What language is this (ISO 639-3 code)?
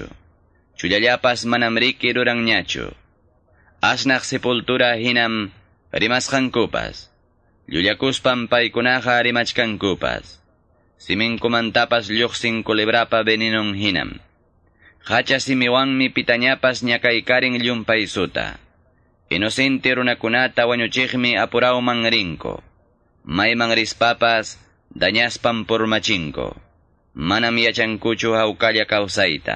que